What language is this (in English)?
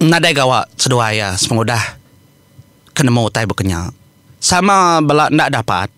Iban